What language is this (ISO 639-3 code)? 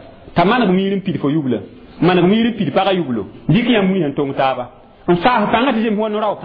mos